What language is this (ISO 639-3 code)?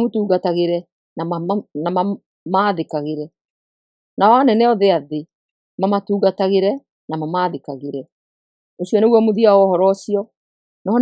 kik